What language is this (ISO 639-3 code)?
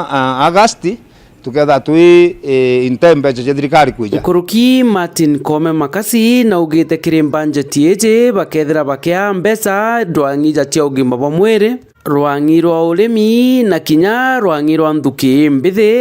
mer